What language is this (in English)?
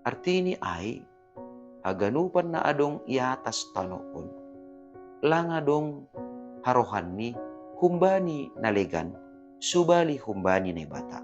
Batak Simalungun